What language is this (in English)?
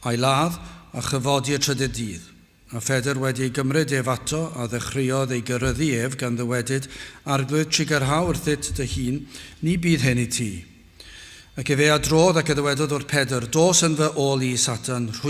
Welsh